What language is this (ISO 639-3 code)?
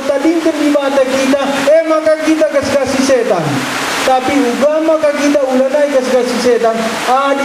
btx